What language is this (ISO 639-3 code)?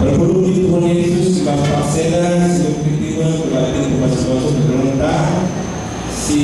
btx